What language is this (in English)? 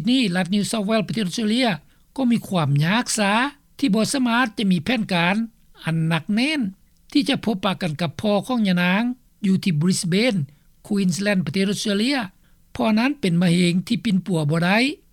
Lao